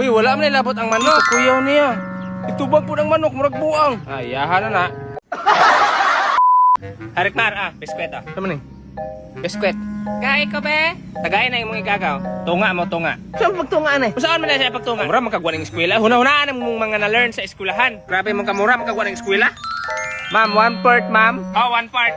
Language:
Cebuano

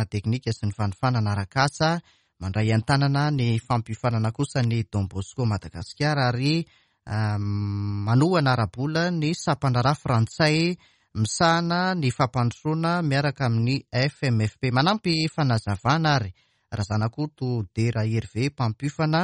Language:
Malagasy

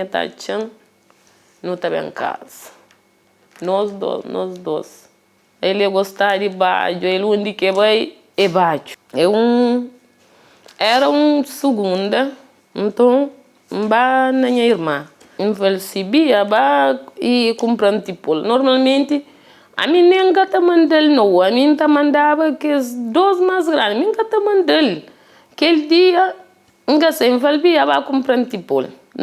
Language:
Kabuverdianu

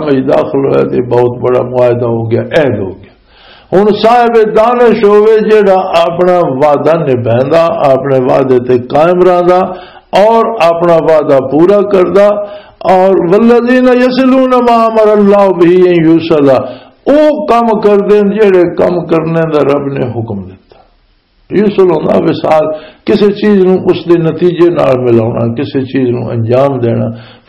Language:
Western Panjabi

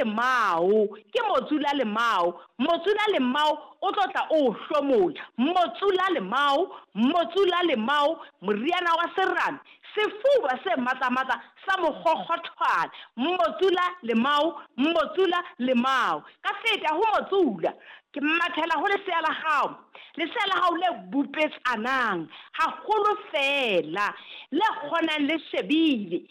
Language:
Southern Sotho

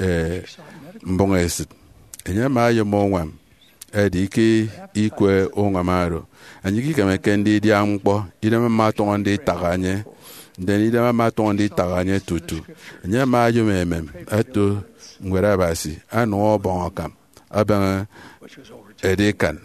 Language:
Efik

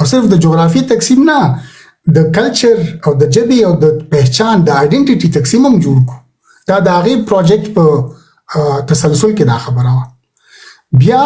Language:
Pashto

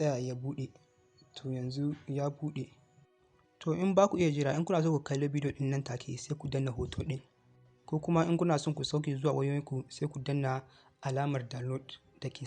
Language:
Hausa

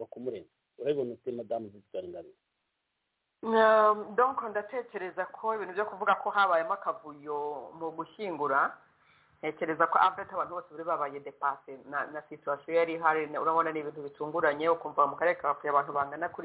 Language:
Kinyarwanda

